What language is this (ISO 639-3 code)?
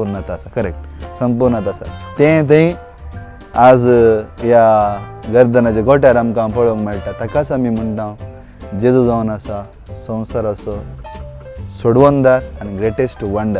kok